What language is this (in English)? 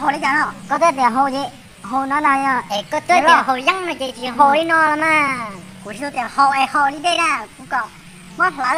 Hmong